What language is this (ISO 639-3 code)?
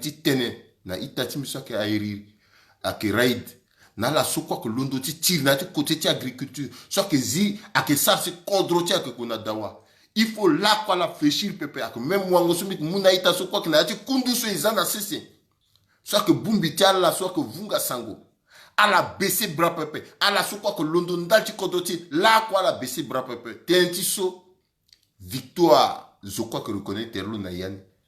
sag